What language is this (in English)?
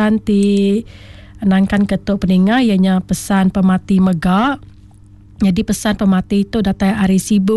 Iban